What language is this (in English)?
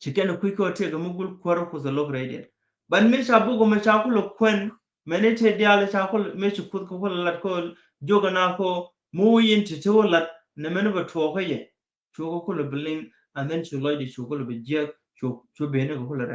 Nuer